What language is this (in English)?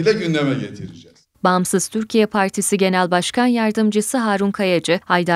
Turkish